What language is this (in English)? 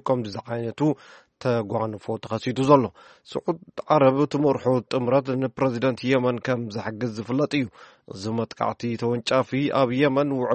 Tigrinya